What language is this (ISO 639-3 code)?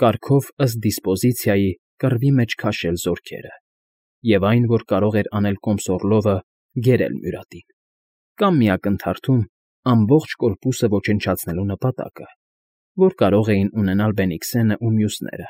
hye